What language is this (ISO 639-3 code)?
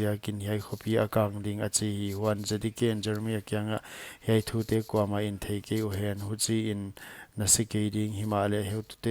pck